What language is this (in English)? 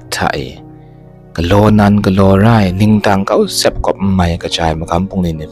Kachin